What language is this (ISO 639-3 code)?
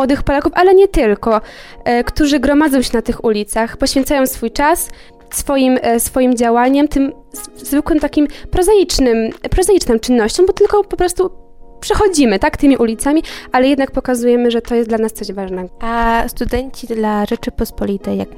pol